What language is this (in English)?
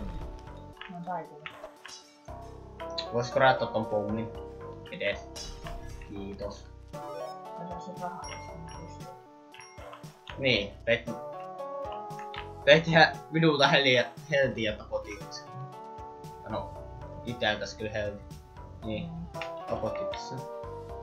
Finnish